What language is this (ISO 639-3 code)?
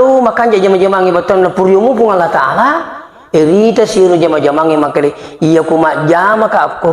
bug